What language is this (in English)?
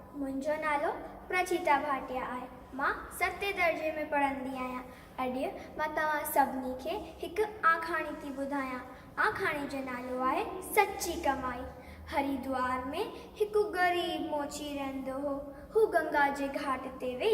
Sindhi